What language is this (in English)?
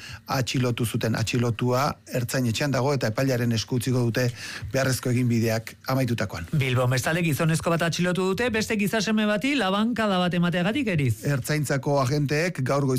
Basque